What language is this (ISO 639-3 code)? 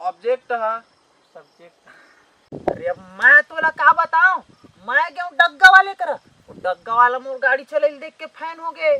hne